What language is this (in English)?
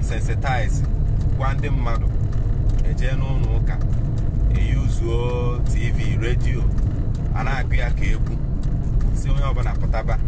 Igbo